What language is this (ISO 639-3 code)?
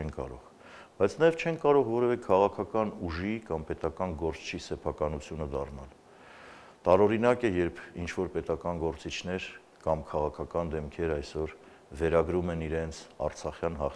hye